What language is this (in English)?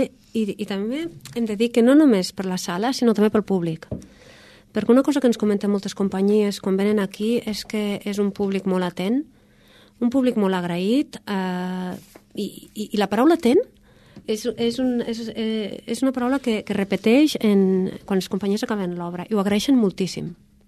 Catalan